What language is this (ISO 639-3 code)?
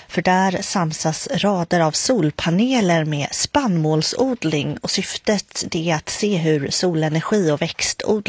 swe